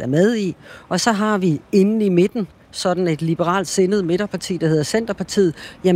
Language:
Danish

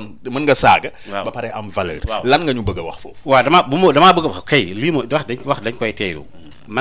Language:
Wolof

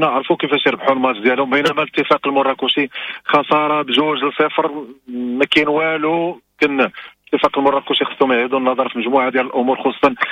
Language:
Moroccan Arabic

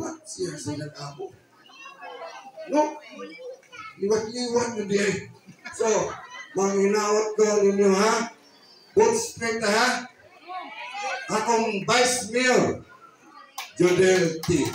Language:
Cebuano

